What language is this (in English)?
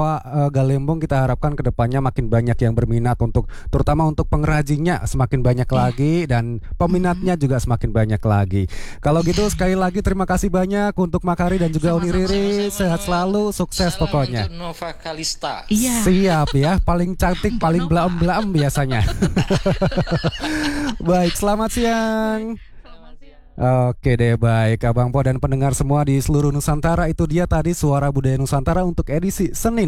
Indonesian